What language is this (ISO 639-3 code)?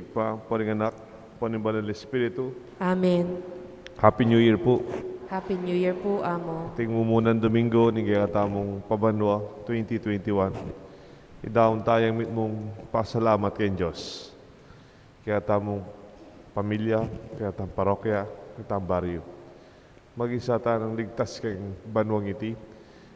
pam